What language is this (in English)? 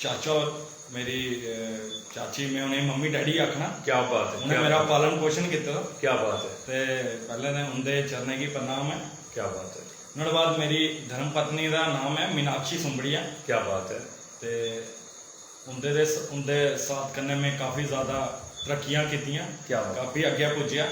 Dogri